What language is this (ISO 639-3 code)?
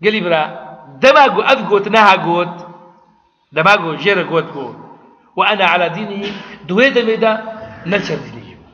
kur